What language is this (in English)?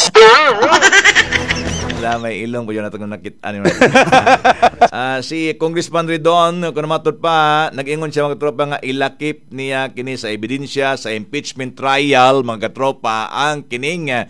Cebuano